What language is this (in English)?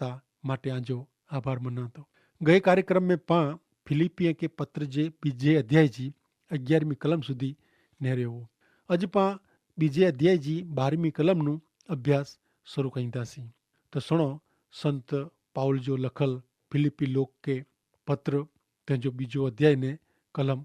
Kachhi